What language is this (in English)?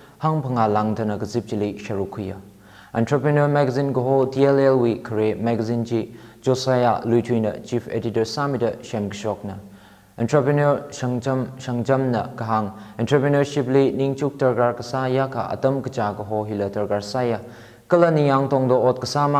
Tangkhul Naga (India)